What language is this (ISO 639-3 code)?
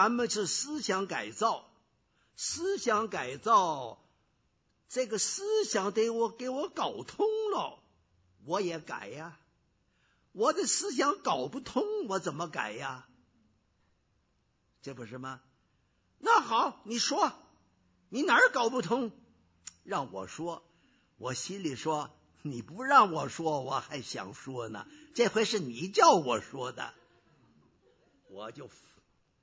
zho